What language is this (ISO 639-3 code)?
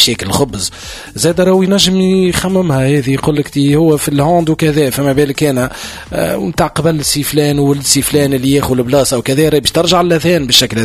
aeb